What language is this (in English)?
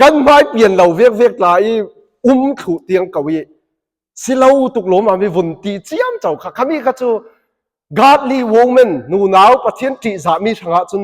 Falam Chin